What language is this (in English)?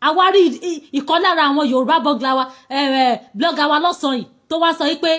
Yoruba